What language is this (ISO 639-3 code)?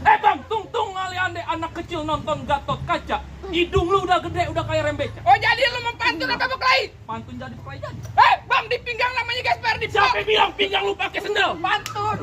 bew